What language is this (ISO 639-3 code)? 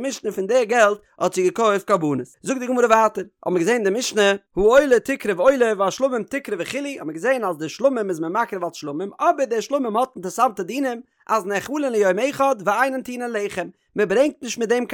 yid